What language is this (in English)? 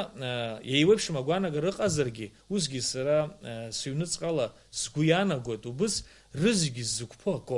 Abkhazian